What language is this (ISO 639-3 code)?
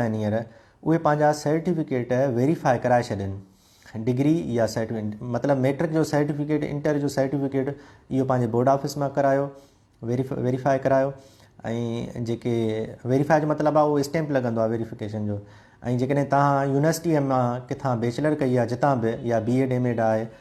snd